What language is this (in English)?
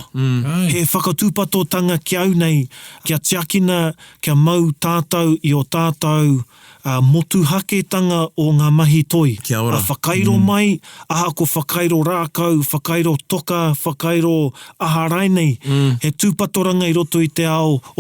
Māori